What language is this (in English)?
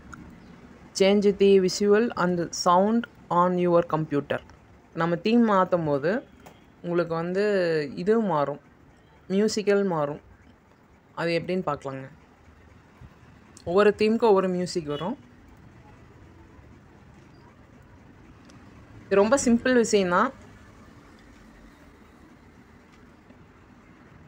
Tamil